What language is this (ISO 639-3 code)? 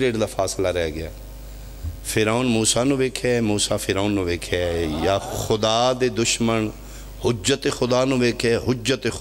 phr